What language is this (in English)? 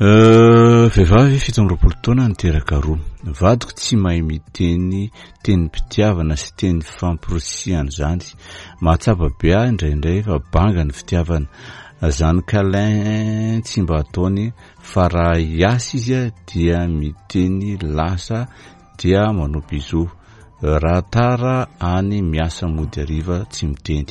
Malagasy